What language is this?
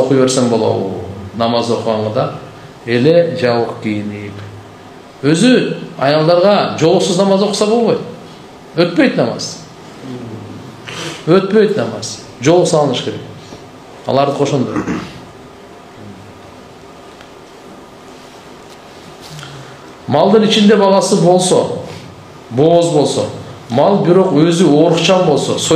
Kyrgyz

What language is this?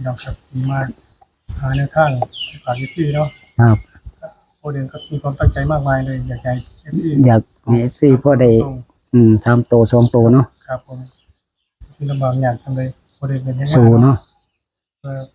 Northeastern Thai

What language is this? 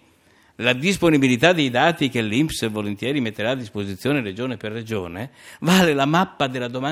Italian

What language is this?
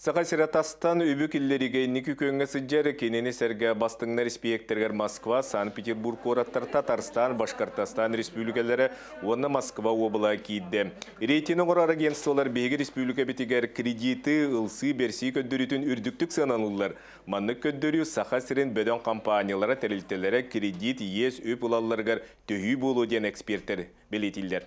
Yakut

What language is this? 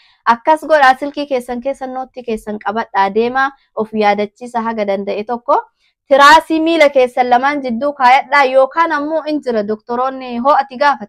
Oromo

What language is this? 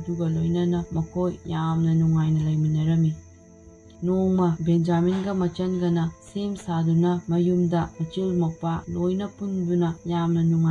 Manipuri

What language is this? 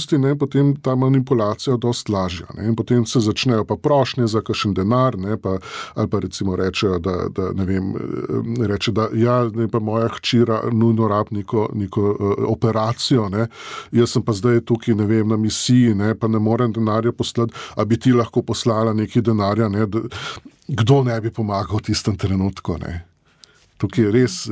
Slovenian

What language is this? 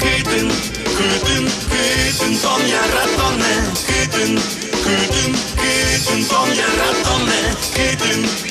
Udmurt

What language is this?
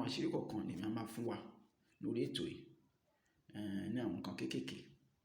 Yoruba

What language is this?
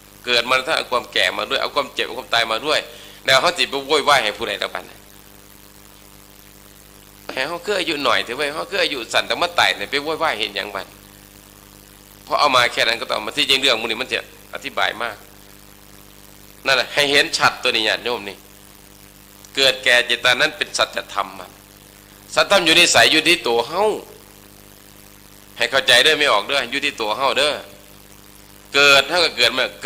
Thai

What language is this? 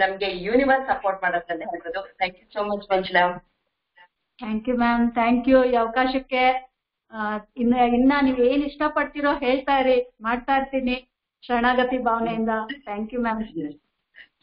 Kannada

